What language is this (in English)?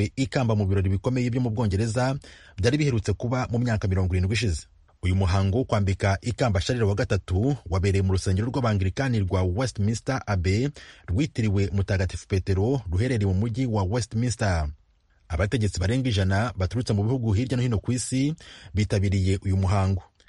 Kinyarwanda